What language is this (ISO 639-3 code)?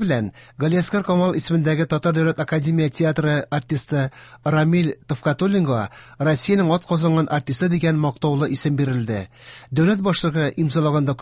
tat